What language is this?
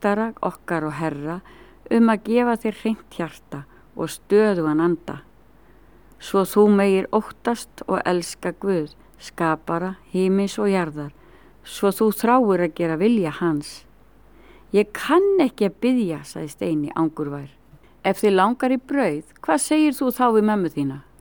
Icelandic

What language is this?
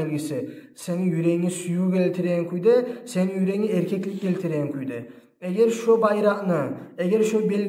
Kumyk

